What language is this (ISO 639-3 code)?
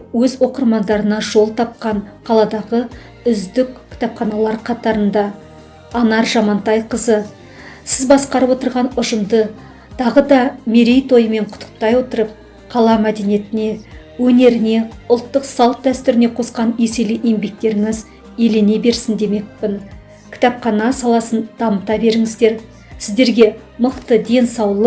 kaz